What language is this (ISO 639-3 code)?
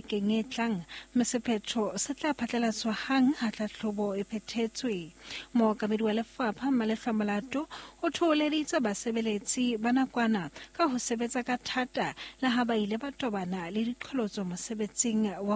sot